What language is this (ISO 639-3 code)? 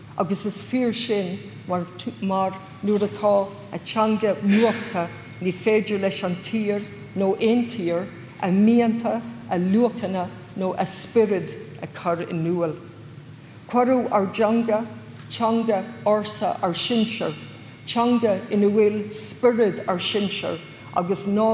gle